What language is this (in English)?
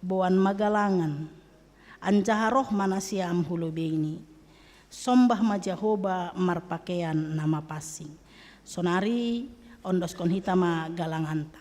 Batak Simalungun